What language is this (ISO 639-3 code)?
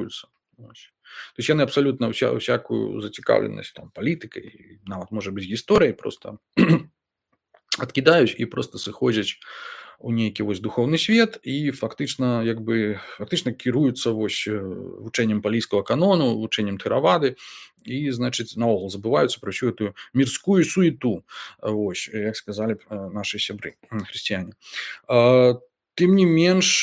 bel